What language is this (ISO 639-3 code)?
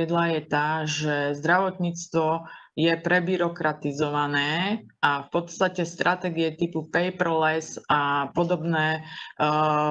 slk